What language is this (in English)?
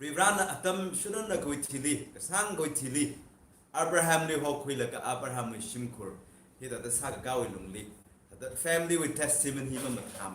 Tangkhul Naga (India)